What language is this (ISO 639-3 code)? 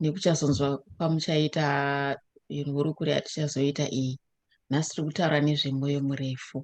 sna